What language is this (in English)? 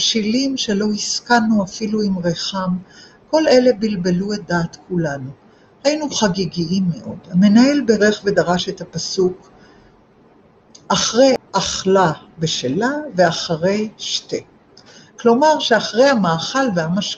Hebrew